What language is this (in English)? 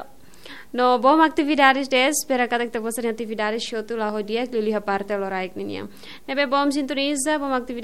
Tetum